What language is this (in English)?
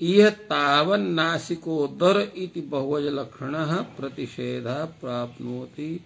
Sanskrit